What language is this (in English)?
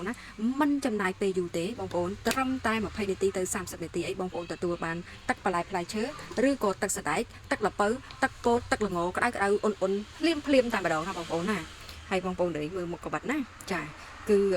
Khmer